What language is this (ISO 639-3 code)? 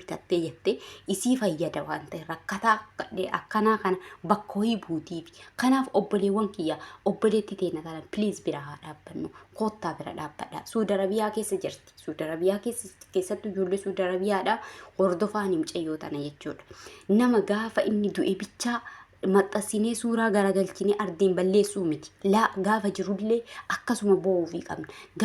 orm